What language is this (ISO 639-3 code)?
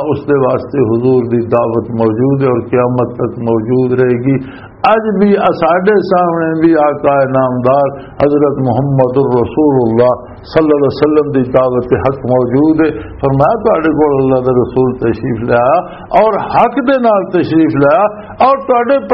lah